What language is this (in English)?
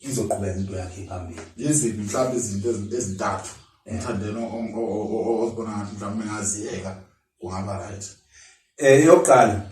Zulu